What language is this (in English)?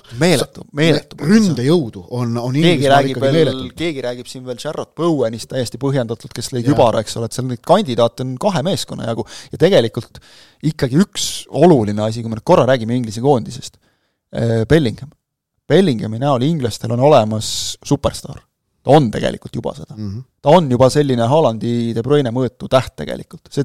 Estonian